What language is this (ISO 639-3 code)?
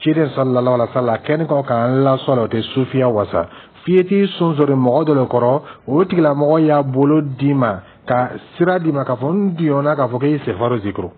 dyu